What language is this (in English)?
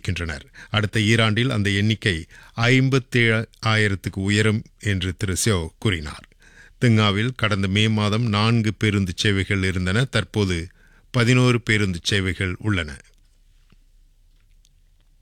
Tamil